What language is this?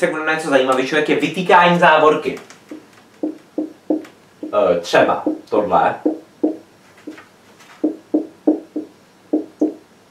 Czech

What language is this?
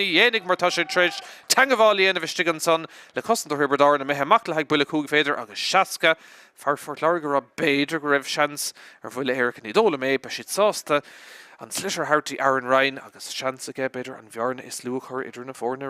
Irish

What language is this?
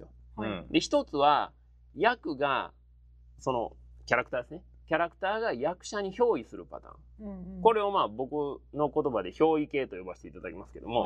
Japanese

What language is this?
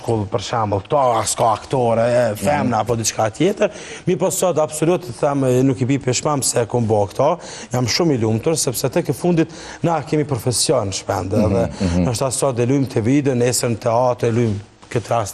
Albanian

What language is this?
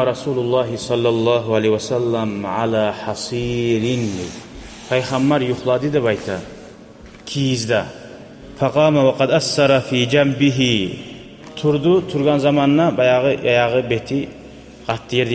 Kumyk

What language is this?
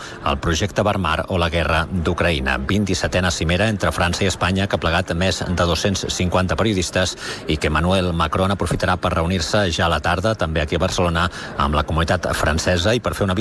Catalan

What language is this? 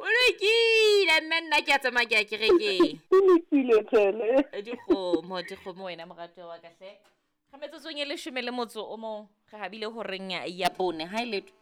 Southern Sotho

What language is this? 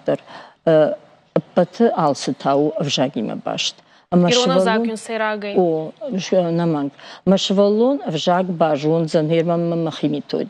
Ossetic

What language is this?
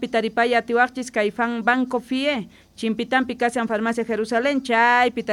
South Bolivian Quechua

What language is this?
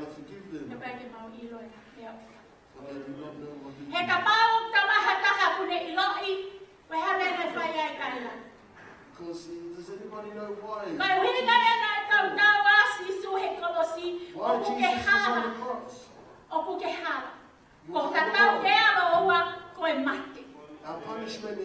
Tongan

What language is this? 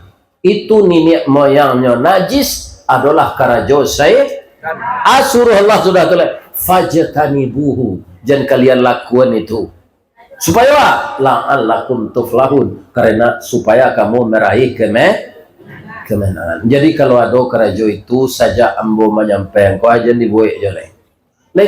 Minangkabau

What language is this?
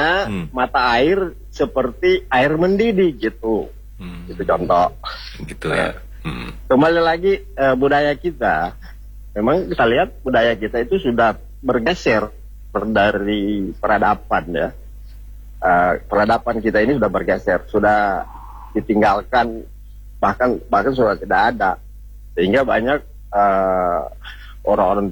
Indonesian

